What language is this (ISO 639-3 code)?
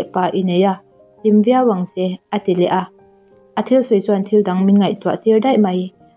lus